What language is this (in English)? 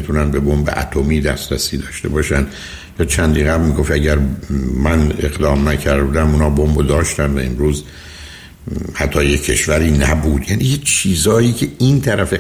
Persian